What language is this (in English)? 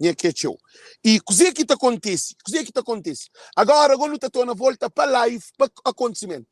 Kabuverdianu